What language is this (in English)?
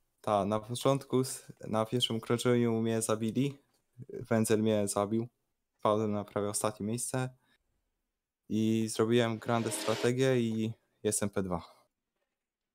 Polish